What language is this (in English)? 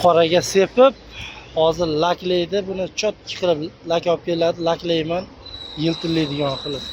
Uzbek